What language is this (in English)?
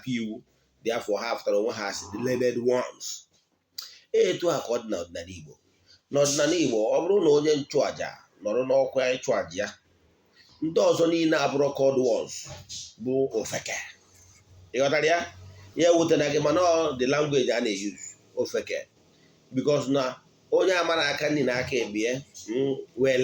Igbo